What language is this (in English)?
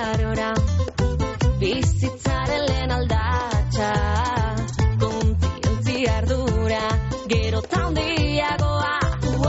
Basque